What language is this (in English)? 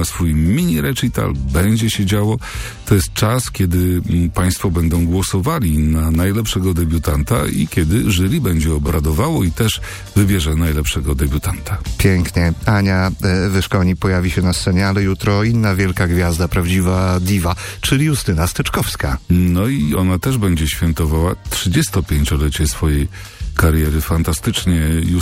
Polish